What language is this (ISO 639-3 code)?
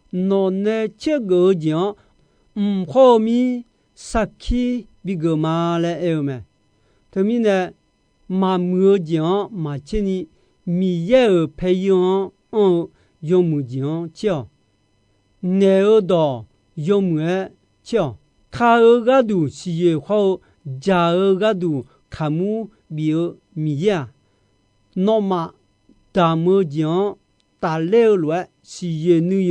ahk